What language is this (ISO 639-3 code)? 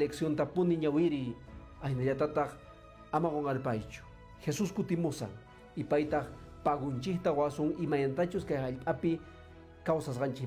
que